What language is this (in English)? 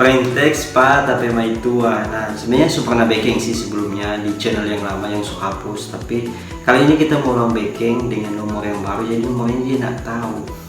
Manado Malay